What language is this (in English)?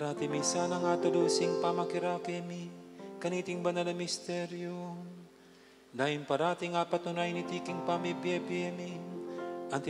Pampanga